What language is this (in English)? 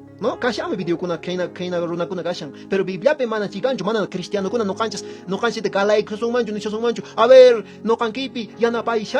Quechua